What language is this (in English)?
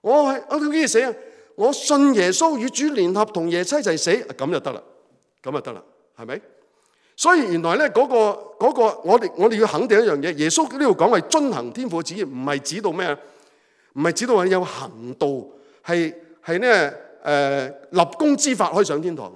Cantonese